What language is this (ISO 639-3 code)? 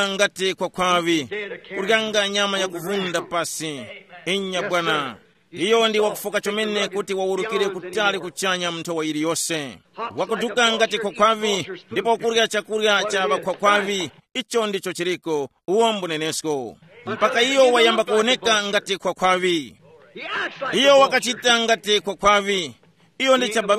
tum